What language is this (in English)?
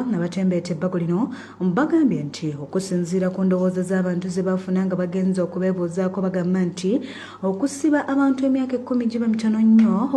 Ganda